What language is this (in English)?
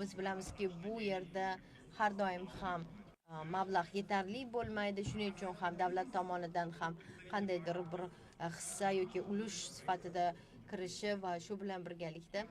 Uzbek